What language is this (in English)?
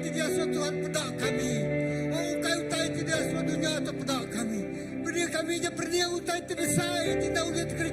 Iban